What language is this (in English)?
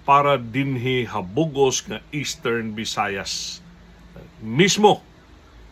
Waray